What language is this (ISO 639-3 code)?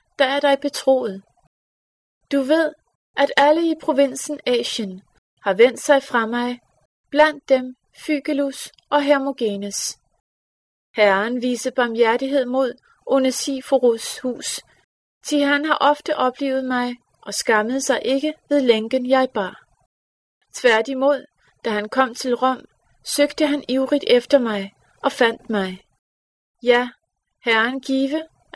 dan